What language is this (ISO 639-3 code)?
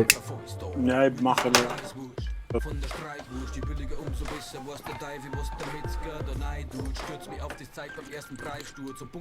bar